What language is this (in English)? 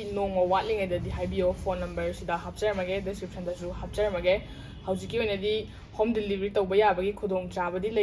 Manipuri